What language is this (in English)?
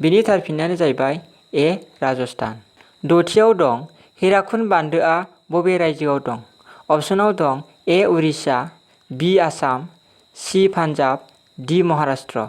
Bodo